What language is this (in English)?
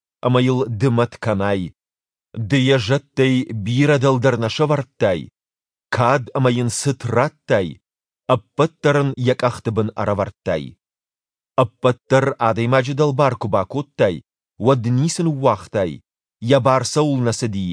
Ossetic